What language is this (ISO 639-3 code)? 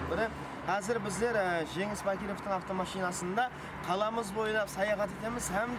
kaa